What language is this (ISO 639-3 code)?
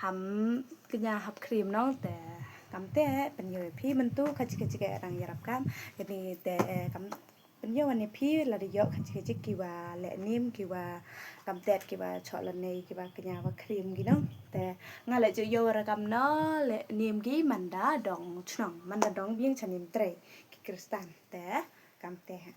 kha